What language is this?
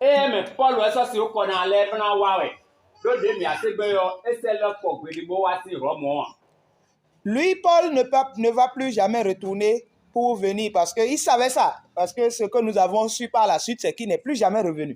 Fon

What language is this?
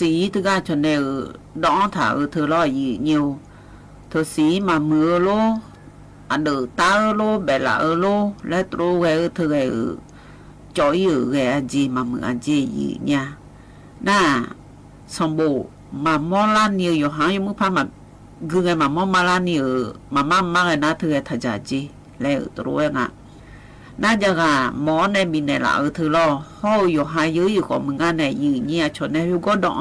Akha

